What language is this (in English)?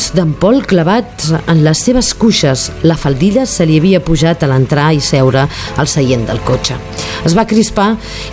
Catalan